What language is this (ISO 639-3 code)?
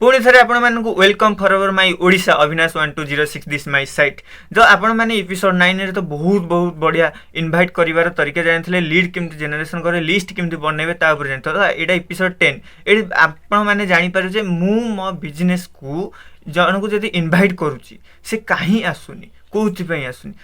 ori